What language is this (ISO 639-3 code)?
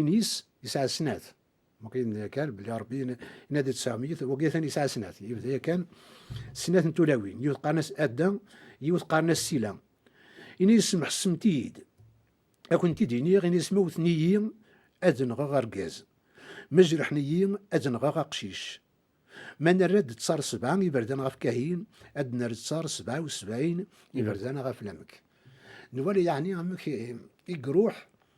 kab